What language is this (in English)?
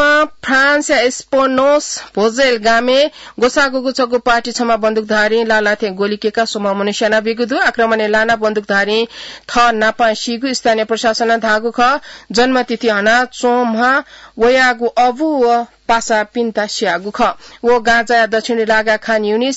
Newari